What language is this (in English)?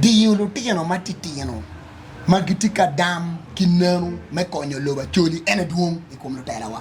Acoli